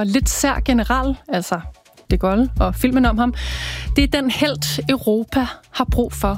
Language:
Danish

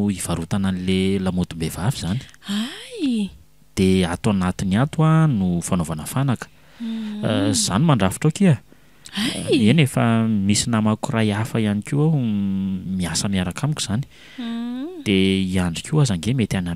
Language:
Malagasy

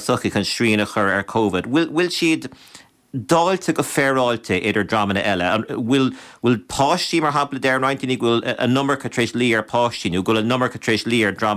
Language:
Irish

